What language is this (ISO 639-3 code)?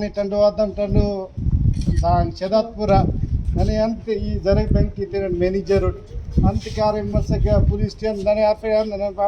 brh